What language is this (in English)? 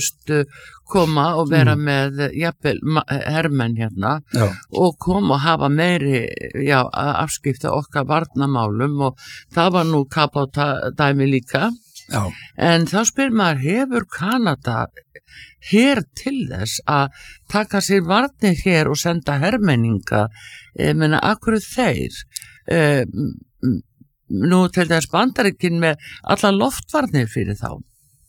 Icelandic